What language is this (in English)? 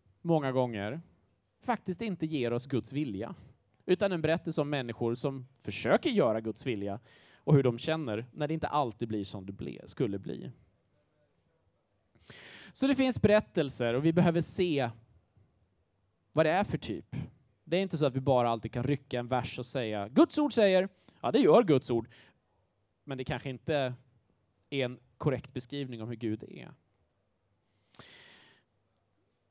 Swedish